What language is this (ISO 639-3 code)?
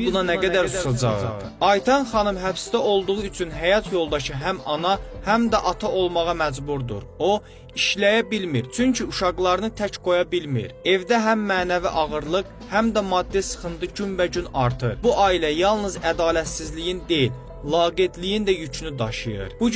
aze